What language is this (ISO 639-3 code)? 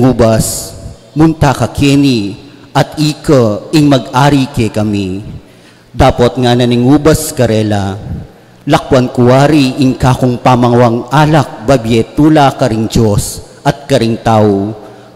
pam